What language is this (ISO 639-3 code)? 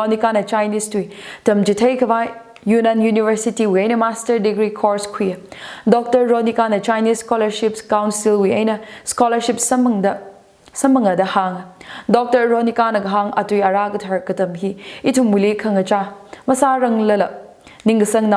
nmf